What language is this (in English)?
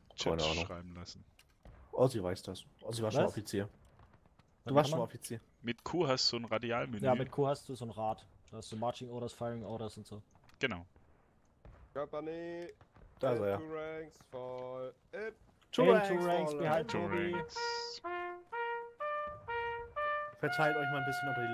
German